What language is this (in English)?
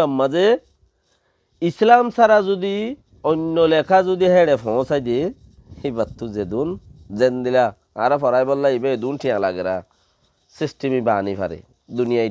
Rohingya